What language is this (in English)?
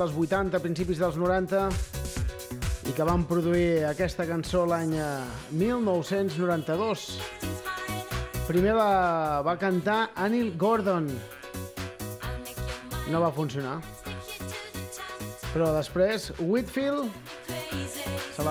Catalan